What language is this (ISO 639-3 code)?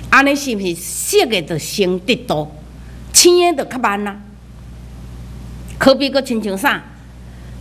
nan